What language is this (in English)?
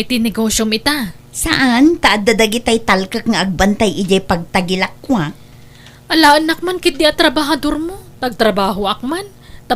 Iloko